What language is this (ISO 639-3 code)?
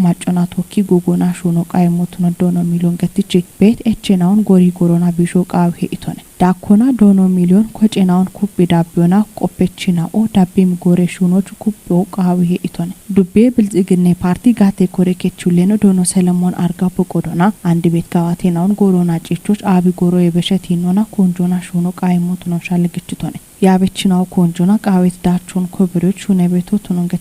kbr